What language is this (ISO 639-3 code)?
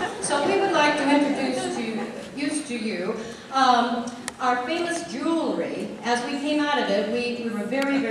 eng